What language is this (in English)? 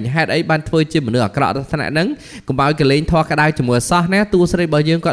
Khmer